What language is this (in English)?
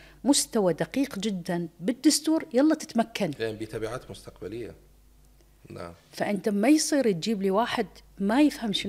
Mesopotamian Arabic